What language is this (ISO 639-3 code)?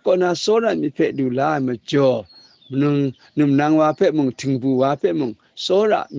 kac